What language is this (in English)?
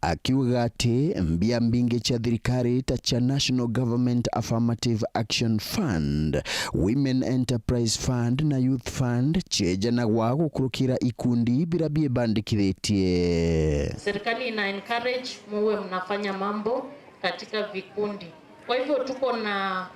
Meru